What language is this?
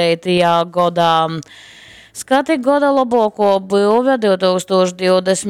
Latgalian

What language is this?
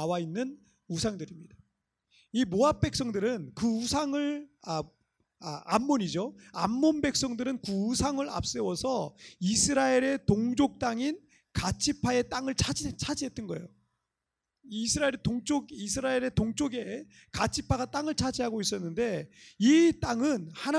Korean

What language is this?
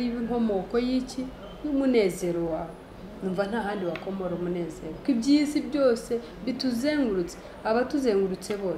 Kinyarwanda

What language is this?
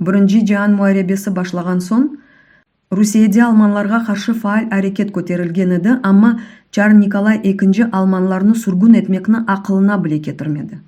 Crimean Tatar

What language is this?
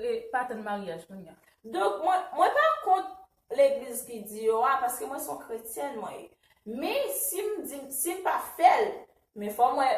Haitian Creole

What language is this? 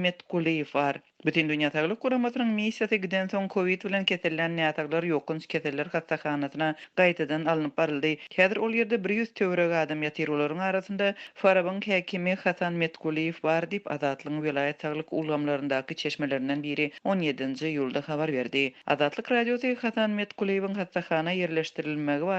Turkmen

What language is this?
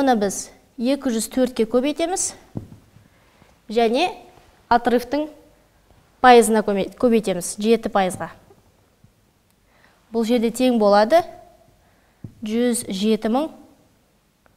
Kazakh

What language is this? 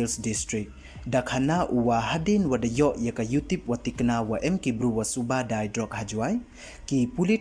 Pnar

